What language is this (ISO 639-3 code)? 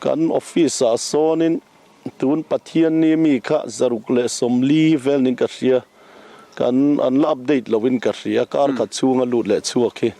lus